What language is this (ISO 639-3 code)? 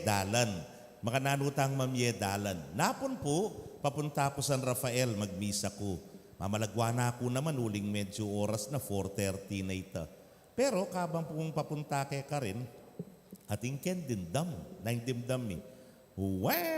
pam